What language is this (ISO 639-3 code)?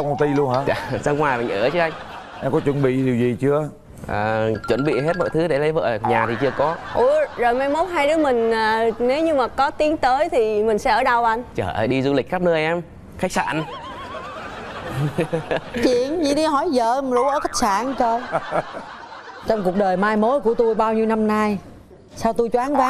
vie